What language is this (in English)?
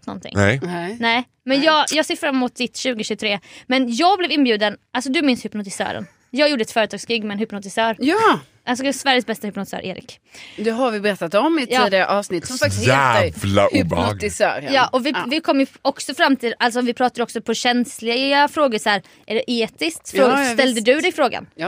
Swedish